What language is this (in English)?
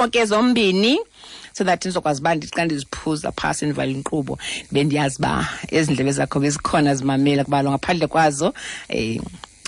Xhosa